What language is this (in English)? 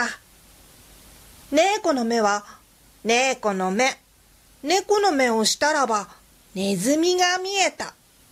Japanese